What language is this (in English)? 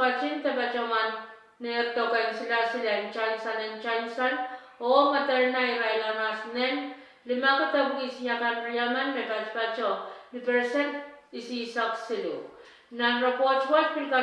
Pohnpeian